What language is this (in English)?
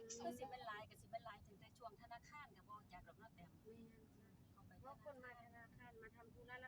Lao